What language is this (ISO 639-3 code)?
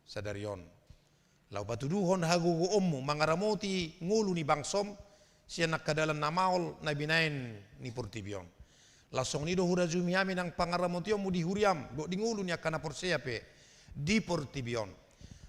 bbc